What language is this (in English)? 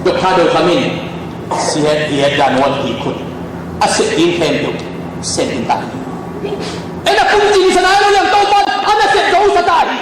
Tedim Chin